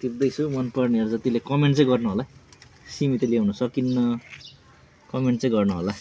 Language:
Nepali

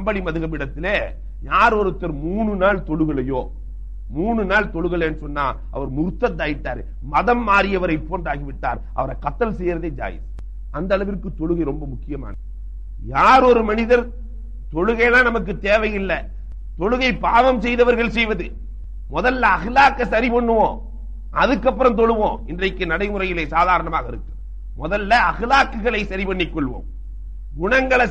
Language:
Tamil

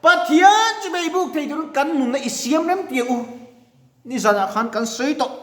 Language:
Mizo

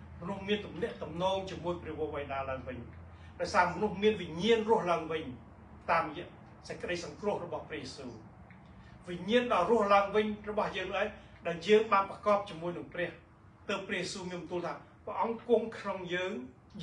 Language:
Khmer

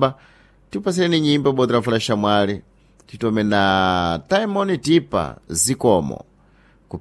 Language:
Sena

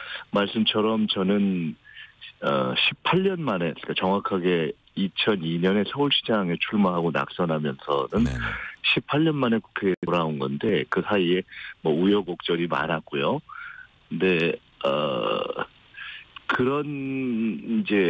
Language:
Korean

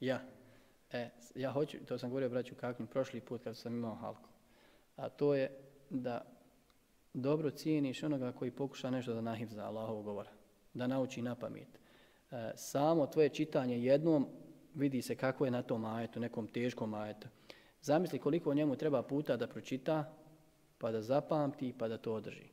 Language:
Bosnian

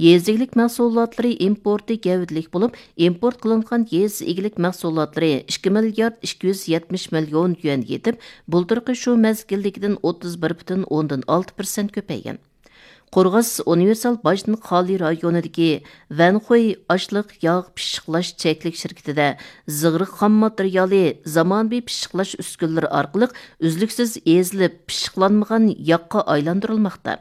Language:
Uyghur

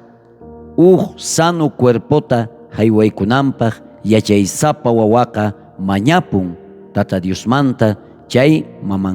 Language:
South Bolivian Quechua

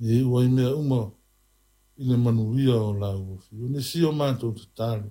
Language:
Samoan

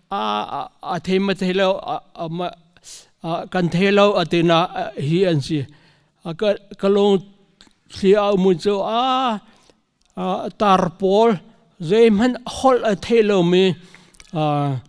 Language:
Hakha Chin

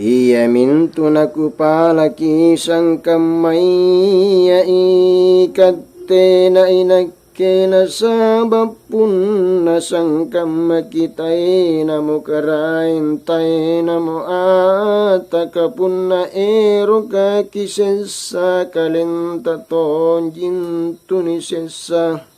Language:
Makasar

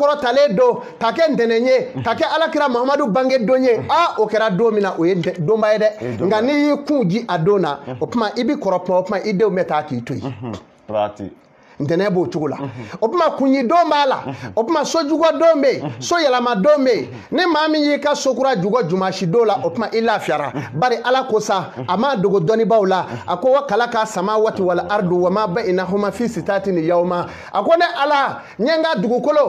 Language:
Bambara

